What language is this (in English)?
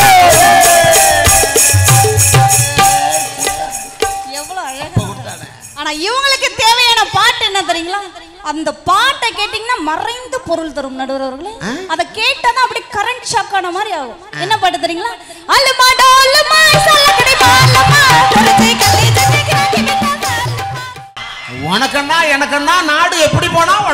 Tamil